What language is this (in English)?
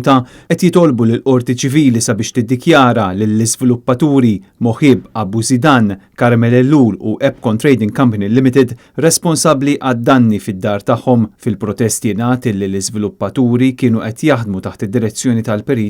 Maltese